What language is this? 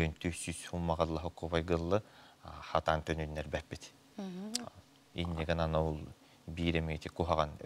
Yakut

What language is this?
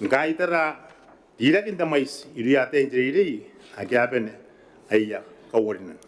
Gilbertese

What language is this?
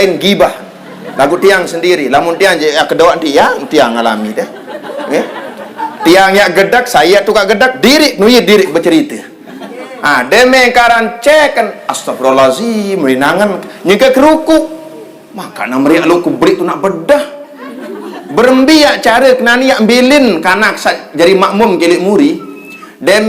Sasak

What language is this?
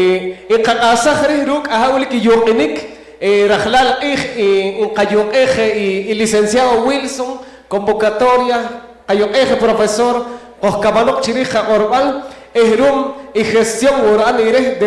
Poqomchi'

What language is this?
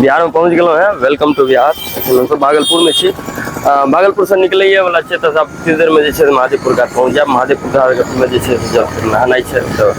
Maithili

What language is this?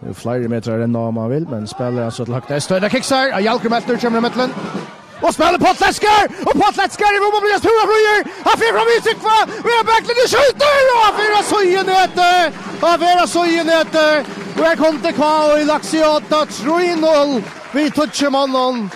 Faroese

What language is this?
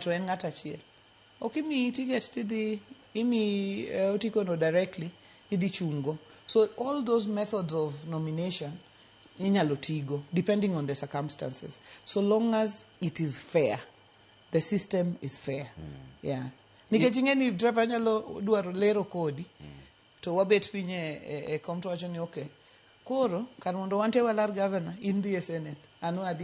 Luo (Kenya and Tanzania)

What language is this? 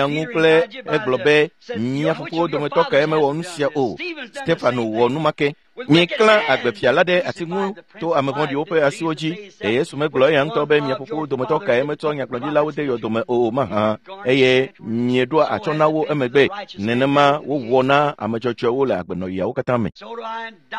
Ewe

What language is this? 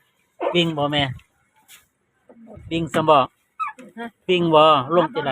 Northeastern Thai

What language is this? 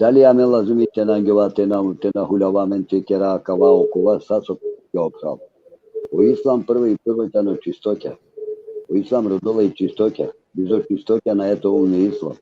Balkan Romani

